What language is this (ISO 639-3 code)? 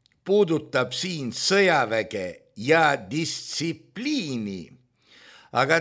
est